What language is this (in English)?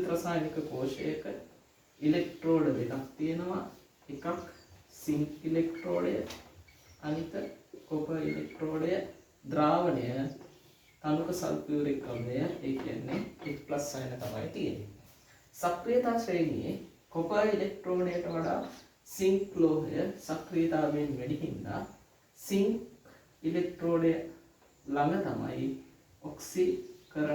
Sinhala